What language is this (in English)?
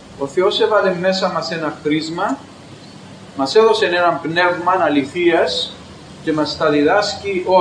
Greek